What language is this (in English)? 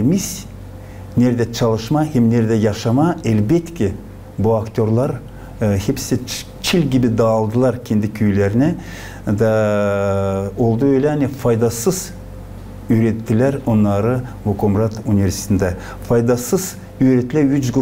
Gagauz